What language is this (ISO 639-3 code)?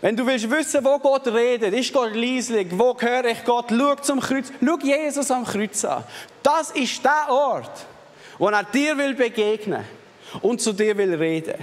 gsw